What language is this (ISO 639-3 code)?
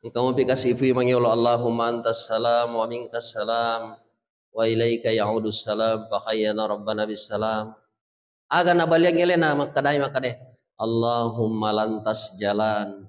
bug